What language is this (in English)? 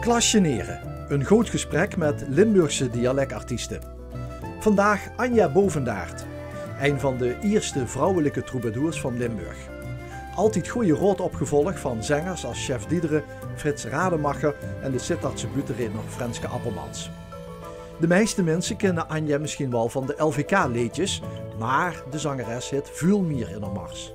Limburgish